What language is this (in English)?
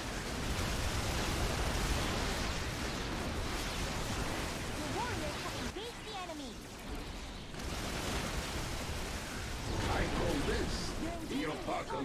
English